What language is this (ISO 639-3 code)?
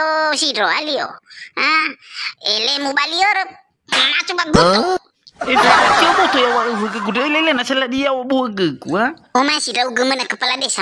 nia